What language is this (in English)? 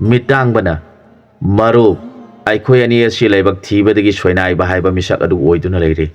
Manipuri